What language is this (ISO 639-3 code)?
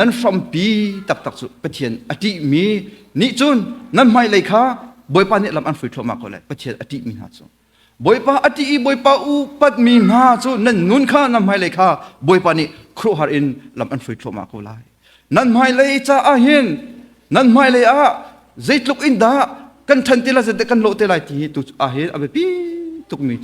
cnh